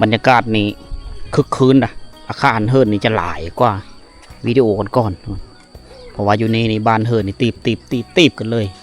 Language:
Lao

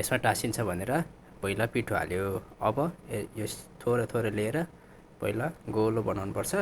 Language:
Nepali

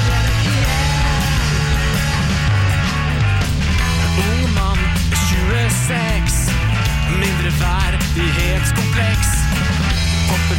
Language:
Norwegian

